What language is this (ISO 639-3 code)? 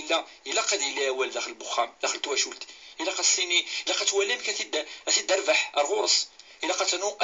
kab